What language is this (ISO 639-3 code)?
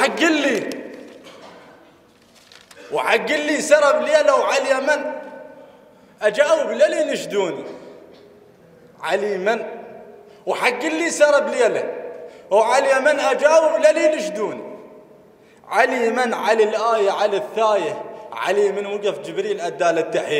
acm